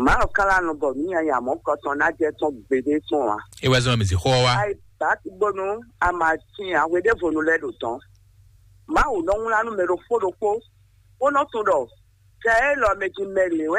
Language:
Fon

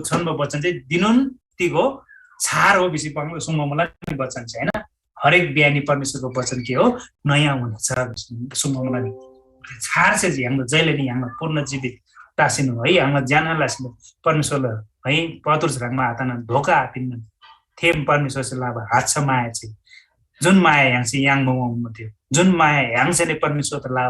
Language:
Eastern Tamang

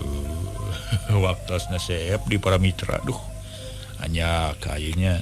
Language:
Sundanese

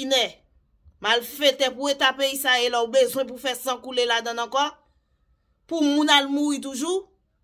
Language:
Haitian Creole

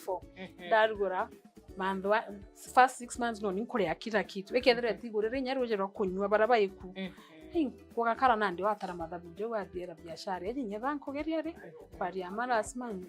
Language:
Meru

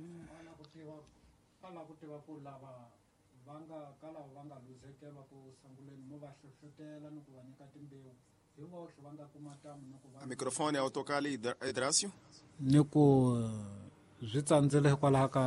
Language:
Tsonga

